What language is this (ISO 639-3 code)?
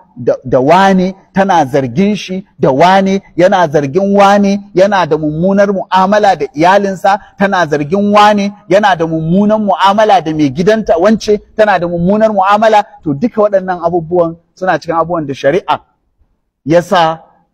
hau